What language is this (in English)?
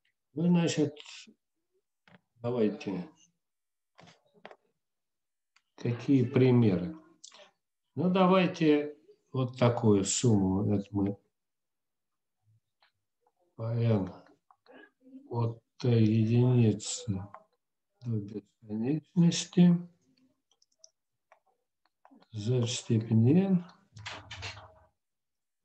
Russian